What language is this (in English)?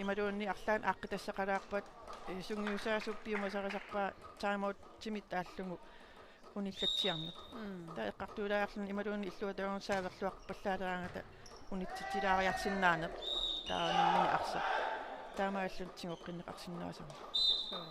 Kalaallisut